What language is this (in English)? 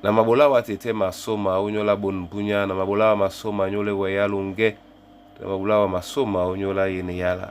Duala